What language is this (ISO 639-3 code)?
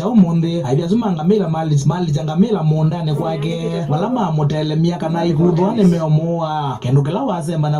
kam